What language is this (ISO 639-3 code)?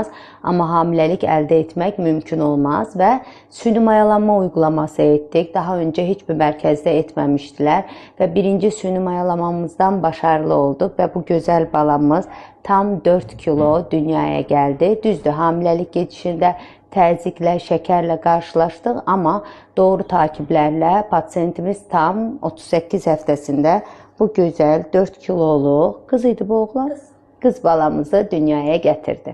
aze